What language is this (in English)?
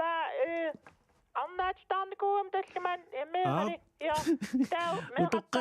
Kalaallisut